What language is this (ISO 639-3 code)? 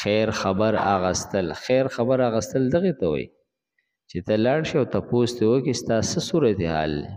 pus